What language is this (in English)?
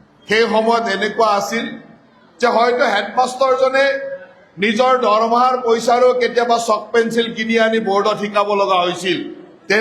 Assamese